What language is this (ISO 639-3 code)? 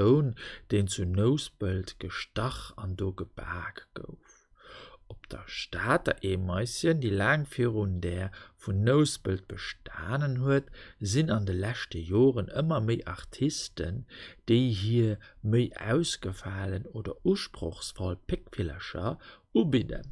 ltz